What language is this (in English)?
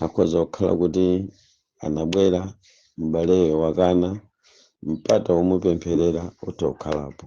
Nyanja